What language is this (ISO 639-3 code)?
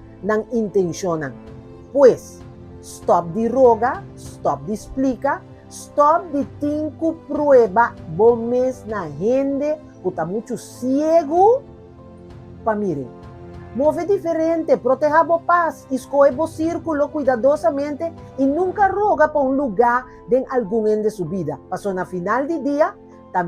pap